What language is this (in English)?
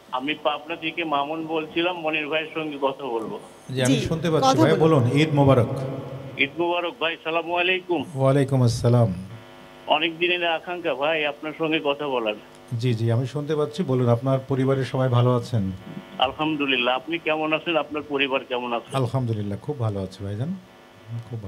Bangla